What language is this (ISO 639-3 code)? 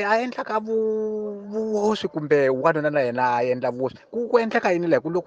tso